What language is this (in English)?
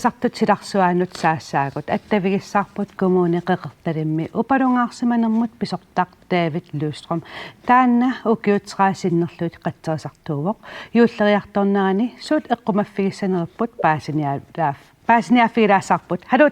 Kalaallisut